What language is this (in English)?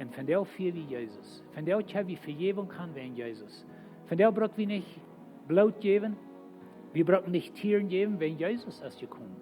Plautdietsch